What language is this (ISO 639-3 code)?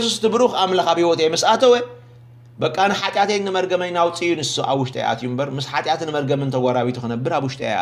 tir